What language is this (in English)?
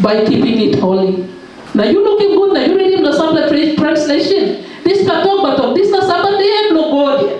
Tok Pisin